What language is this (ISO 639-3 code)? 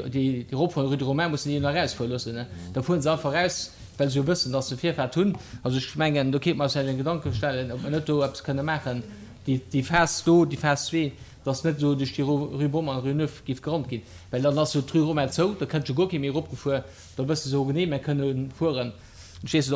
ltz